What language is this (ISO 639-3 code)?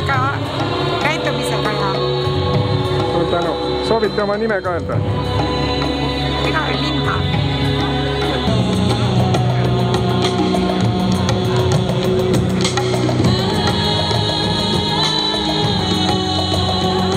est